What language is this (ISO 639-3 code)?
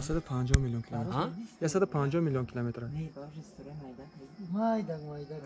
tgk